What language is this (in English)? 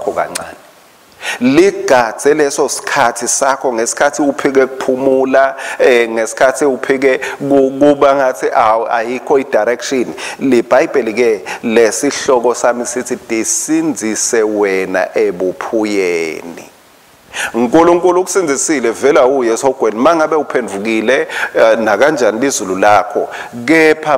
Swati